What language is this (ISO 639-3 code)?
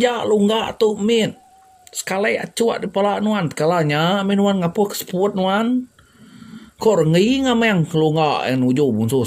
iba